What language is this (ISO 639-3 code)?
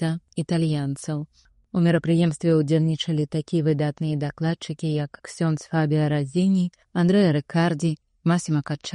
bel